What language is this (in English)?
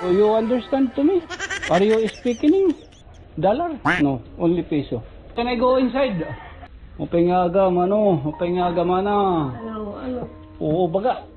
Waray